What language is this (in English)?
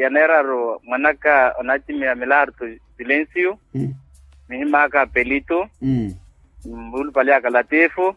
Makhuwa